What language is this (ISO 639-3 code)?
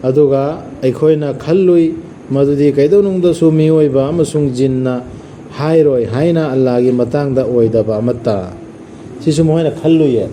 mni